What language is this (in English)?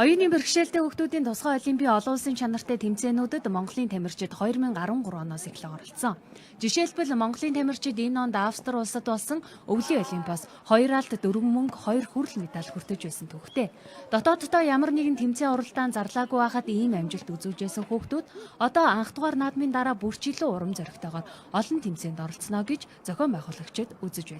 Mongolian